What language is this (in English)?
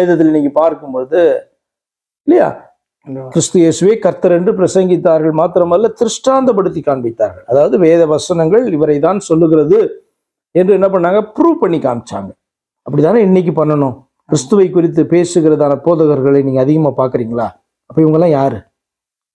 Tamil